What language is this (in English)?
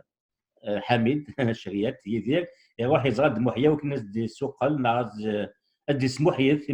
Kabyle